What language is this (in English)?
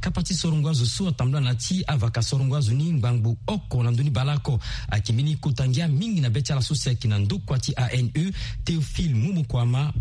Sango